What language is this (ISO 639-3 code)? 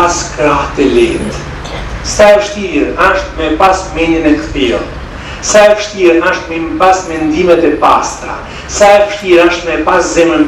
sqi